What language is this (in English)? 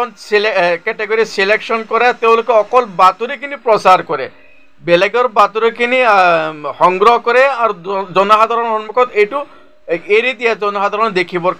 Assamese